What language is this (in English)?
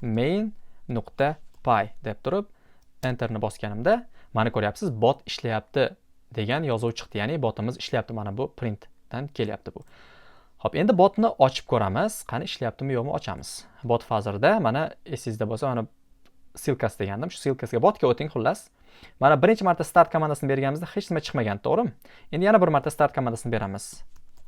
Uzbek